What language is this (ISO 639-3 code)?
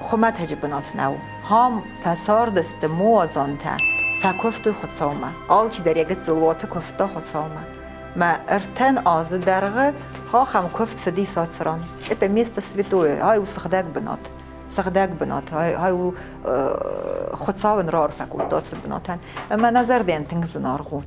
oss